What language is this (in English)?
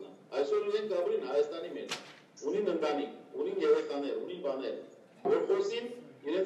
Western Armenian